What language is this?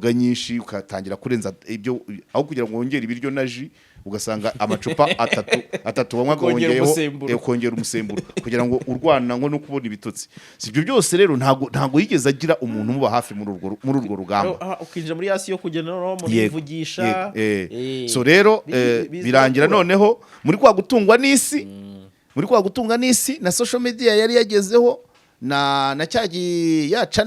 Kinyarwanda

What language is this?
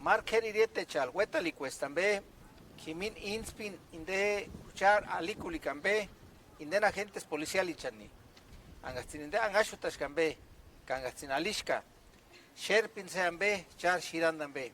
Purepecha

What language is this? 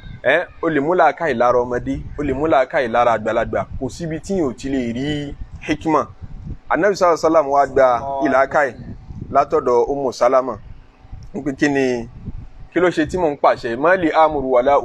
Yoruba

